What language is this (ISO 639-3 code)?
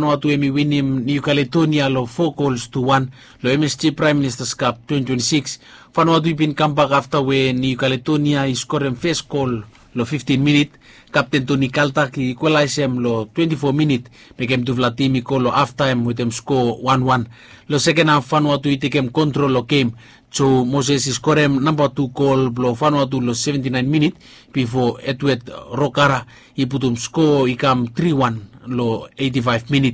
bis